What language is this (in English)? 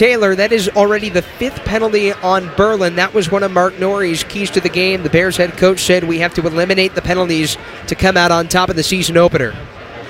English